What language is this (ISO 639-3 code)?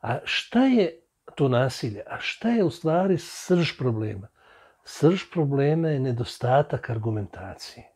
bos